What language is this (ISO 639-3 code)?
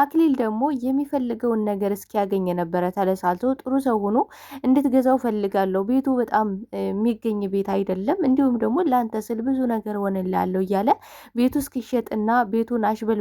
amh